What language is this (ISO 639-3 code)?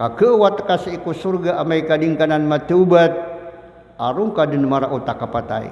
mrw